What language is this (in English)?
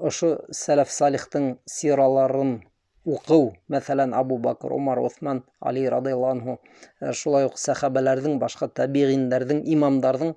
Bashkir